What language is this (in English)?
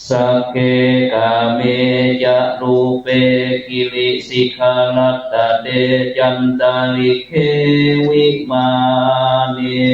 Pali